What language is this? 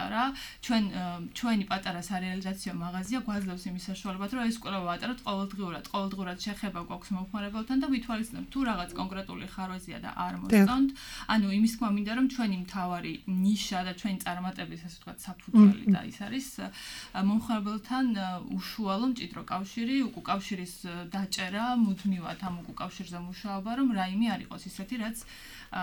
Georgian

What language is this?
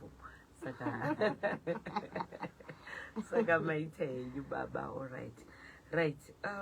Shona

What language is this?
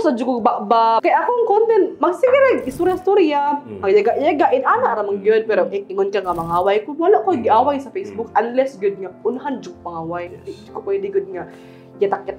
Cebuano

